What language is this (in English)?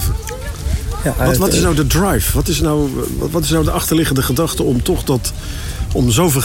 Dutch